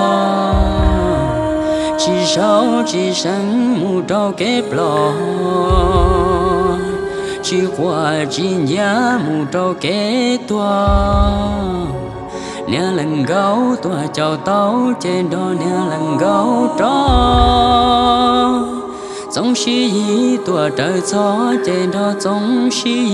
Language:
Hmong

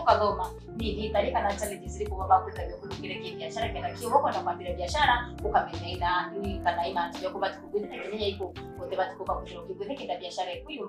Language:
Meru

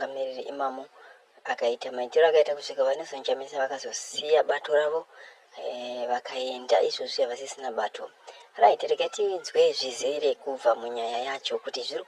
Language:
Shona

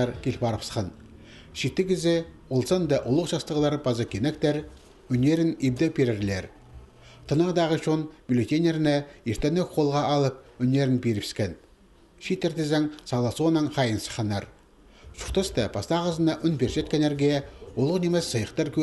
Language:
Khakas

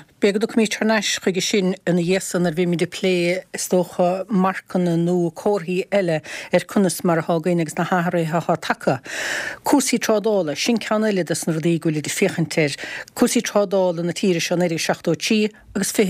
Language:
Irish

